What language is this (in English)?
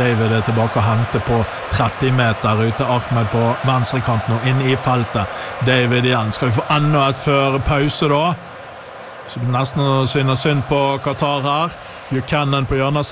Norwegian